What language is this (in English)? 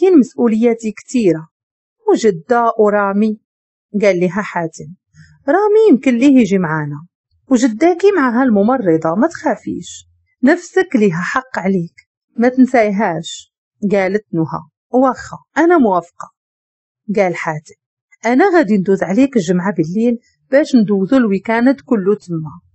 Moroccan Arabic